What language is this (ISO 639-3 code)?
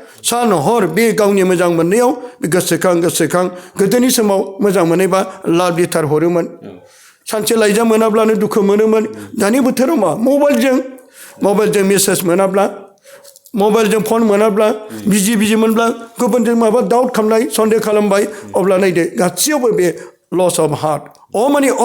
brx